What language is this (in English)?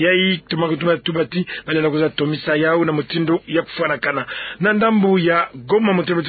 Kituba (Democratic Republic of Congo)